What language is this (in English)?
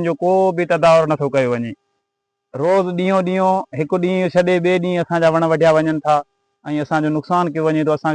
Sindhi